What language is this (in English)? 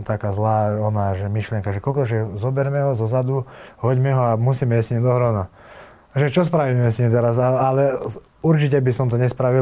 Slovak